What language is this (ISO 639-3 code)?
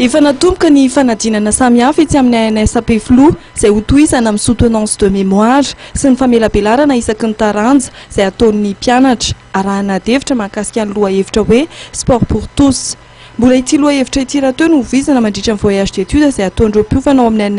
mlg